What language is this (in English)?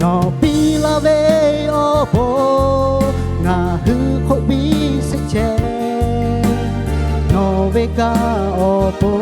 Lahu